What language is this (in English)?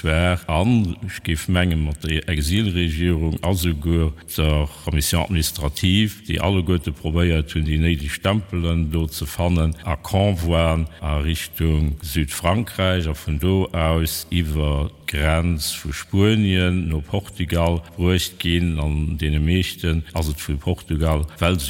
Luxembourgish